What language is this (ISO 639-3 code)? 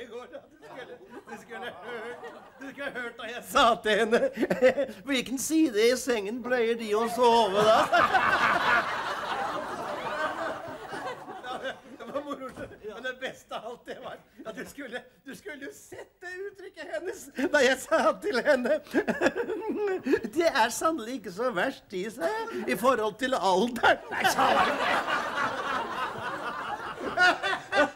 nor